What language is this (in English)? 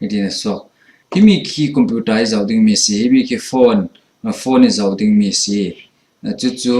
Falam Chin